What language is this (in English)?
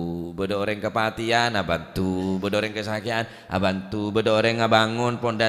Madurese